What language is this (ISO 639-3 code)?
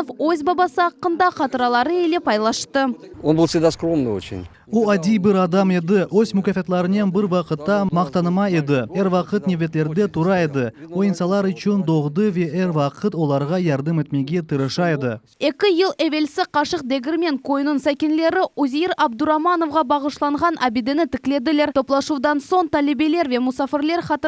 crh